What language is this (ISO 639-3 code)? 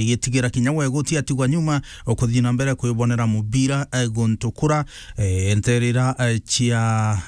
mer